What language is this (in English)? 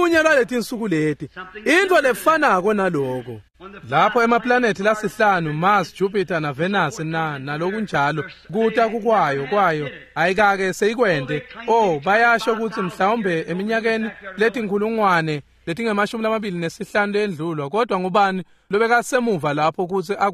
Swati